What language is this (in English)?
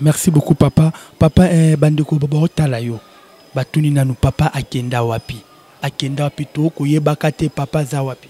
Lingala